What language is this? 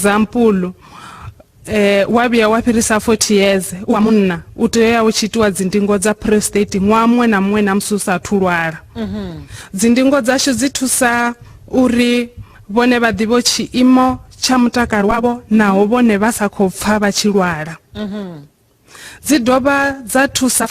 Venda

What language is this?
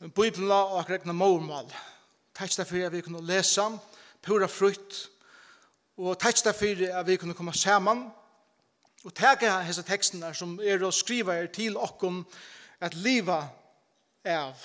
Faroese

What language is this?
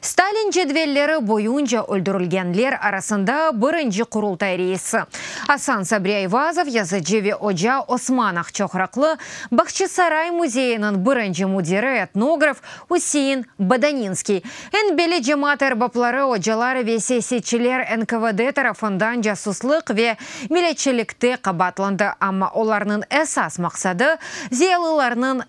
Crimean Tatar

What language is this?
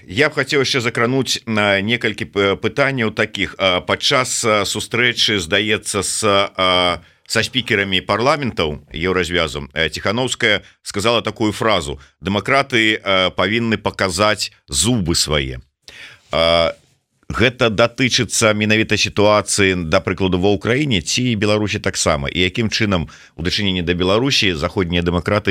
Belarusian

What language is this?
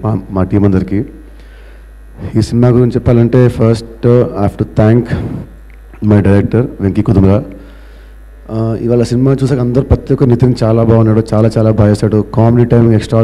Telugu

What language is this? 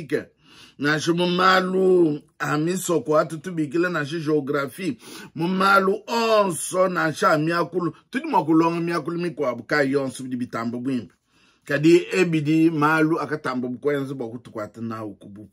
Luba-Lulua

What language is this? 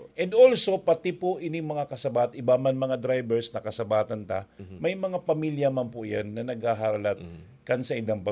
Bikol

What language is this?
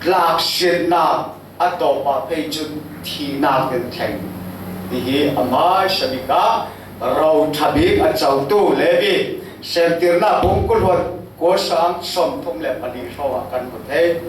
Falam Chin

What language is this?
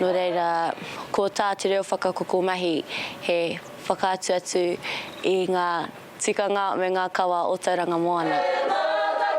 Māori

